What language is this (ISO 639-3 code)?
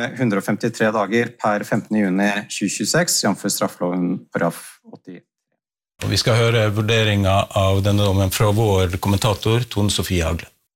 nor